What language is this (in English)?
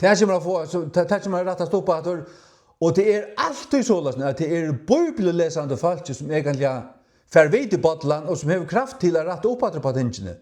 Faroese